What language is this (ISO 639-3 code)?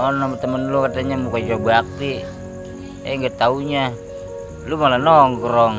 bew